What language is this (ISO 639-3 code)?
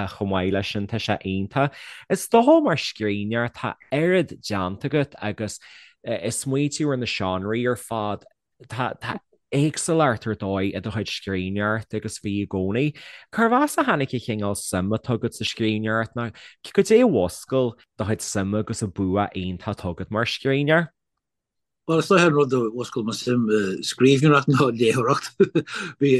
gle